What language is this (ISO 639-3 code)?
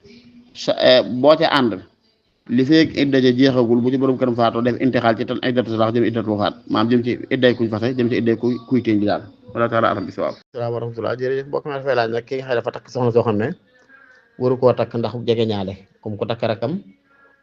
wol